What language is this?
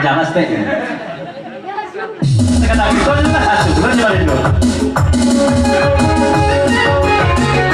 Minangkabau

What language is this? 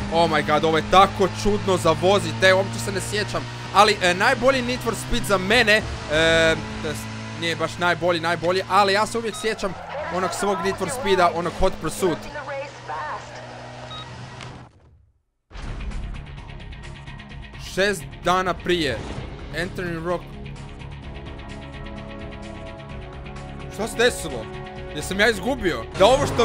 Croatian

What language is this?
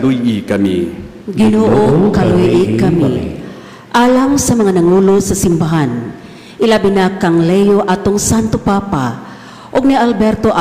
Cebuano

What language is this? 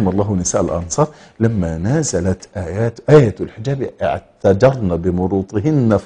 Egyptian Arabic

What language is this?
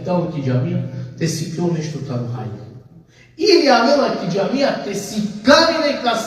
Balkan Romani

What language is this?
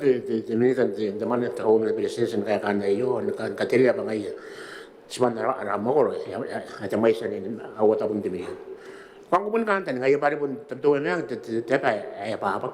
Gilbertese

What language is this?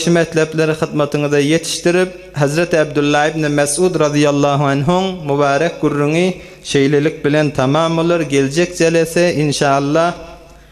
Turkmen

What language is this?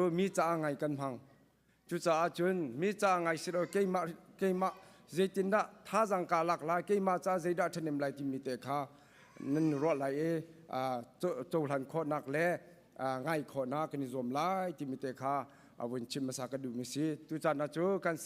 Hakha Chin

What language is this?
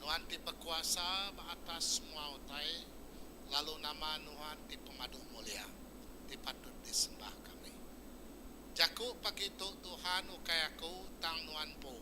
Iban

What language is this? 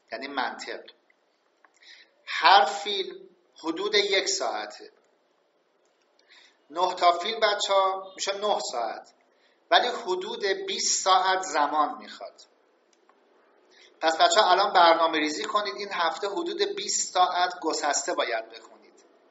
Persian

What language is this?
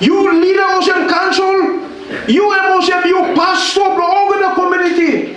Tok Pisin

